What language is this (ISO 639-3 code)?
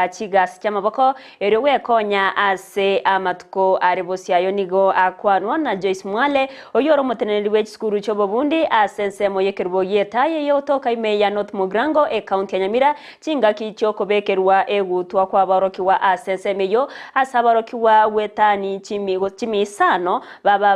guz